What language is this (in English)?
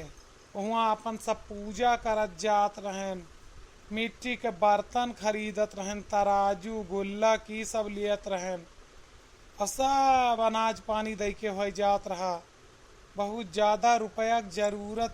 Awadhi